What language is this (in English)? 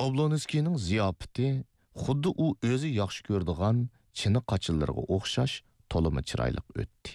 Uyghur